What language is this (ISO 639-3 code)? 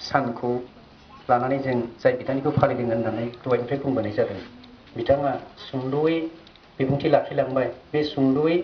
brx